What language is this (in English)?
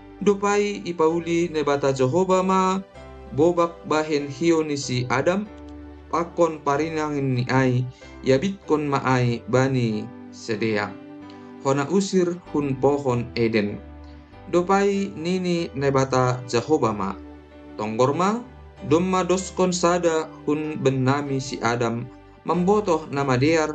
Batak Simalungun